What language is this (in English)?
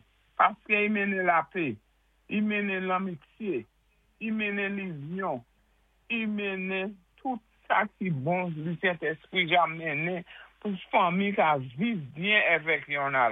Saint Lucian Creole French